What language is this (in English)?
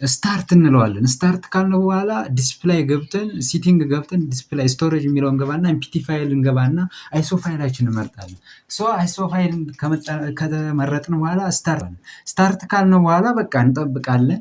Amharic